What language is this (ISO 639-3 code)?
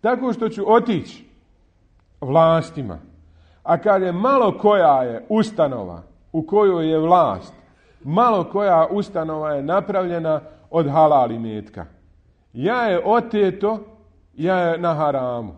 bos